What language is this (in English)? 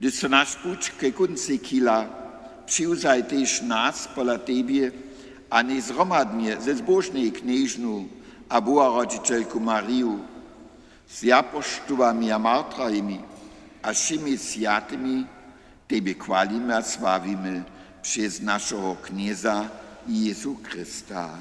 Upper Sorbian